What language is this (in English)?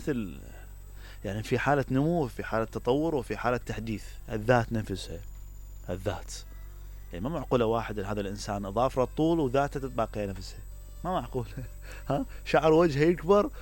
Mesopotamian Arabic